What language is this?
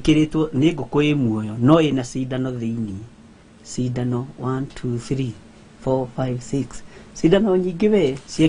Kikuyu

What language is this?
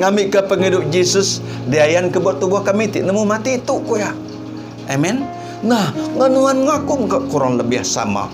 Iban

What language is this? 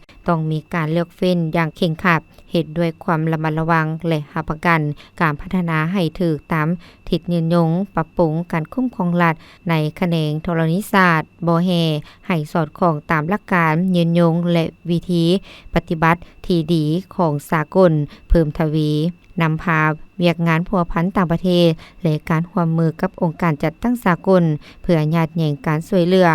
Lao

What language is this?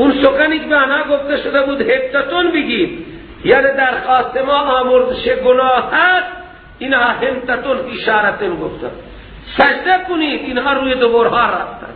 Persian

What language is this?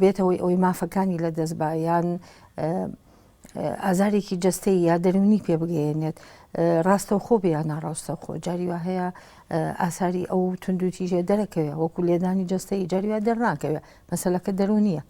Central Kurdish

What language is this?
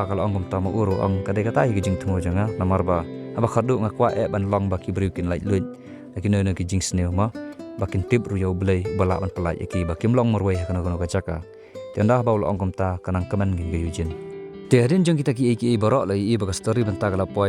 Khasi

